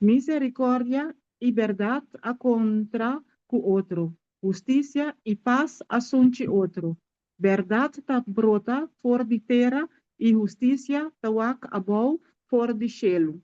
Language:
Papiamento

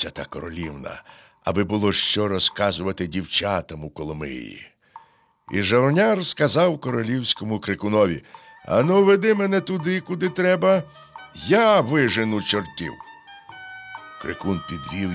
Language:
Ukrainian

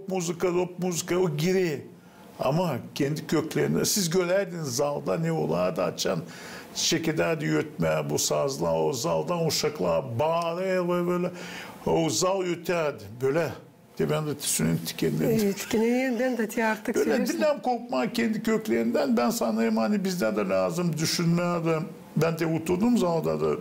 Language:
Gagauz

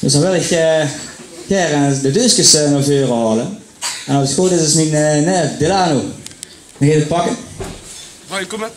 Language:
Limburgish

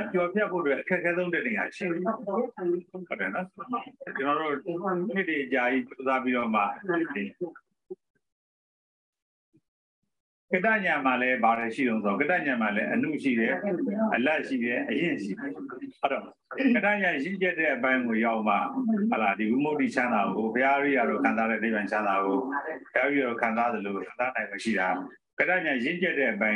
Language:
Burmese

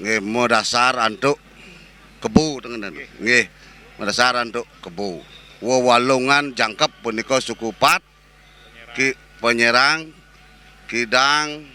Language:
Balinese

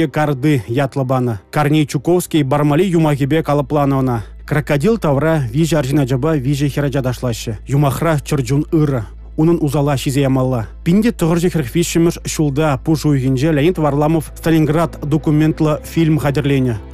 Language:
Chuvash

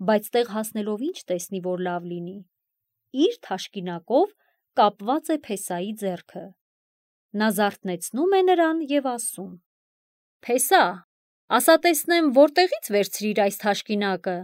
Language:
Armenian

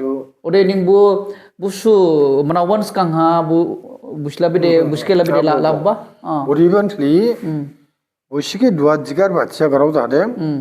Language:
Dimasa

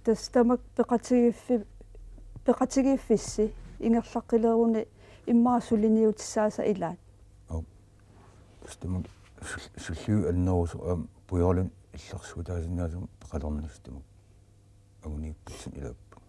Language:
Kalaallisut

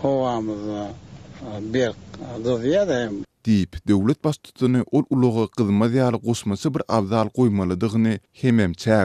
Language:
Turkmen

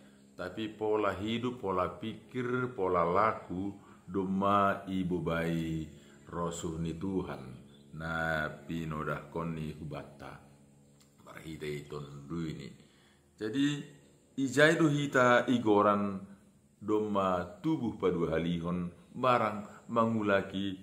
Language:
Batak Simalungun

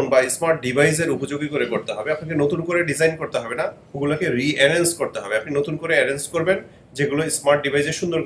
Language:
Bangla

